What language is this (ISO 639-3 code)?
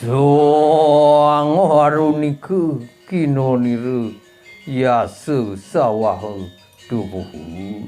ban